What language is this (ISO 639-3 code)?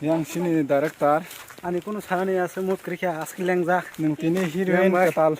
trp